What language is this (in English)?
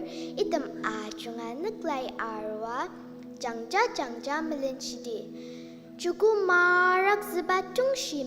Ao Naga